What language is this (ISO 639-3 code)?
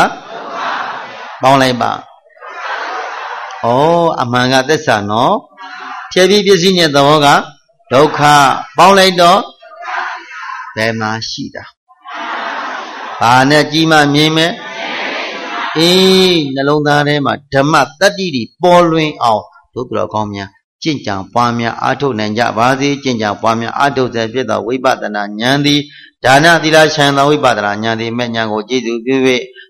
mya